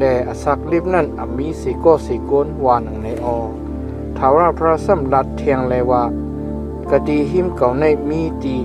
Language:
Shan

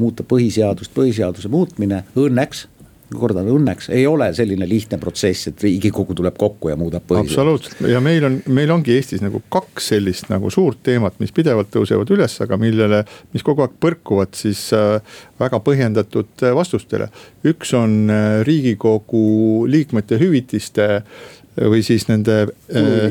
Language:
Estonian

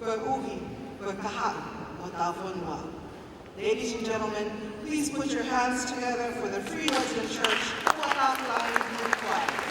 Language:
Tongan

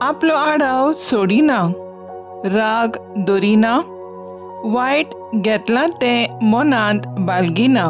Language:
Konkani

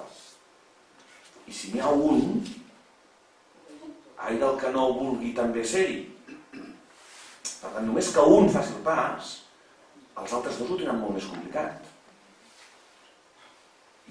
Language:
Catalan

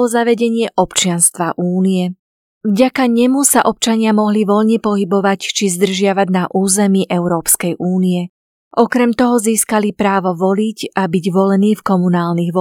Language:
Slovak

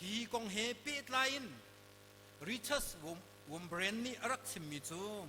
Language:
Hakha Chin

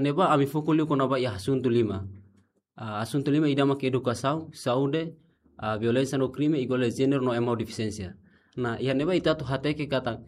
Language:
Tetum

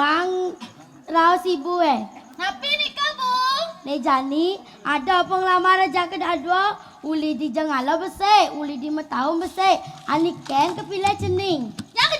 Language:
Balinese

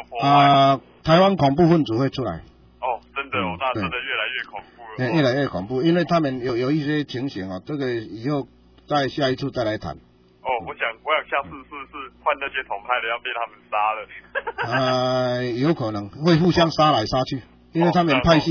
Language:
Chinese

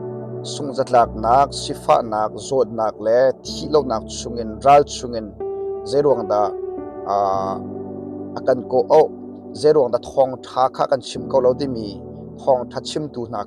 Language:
Hakha Chin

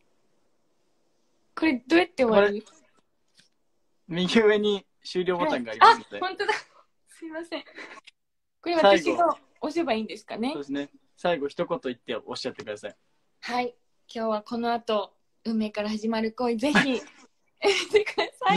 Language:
Japanese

